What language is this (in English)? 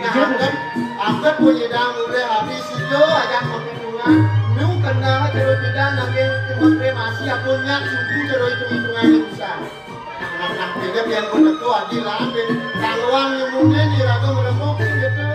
Balinese